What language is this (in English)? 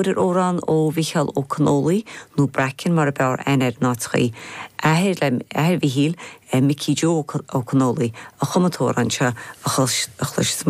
Irish